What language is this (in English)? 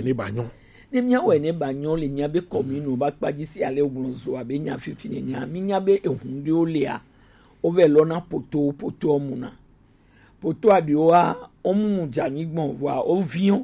Gen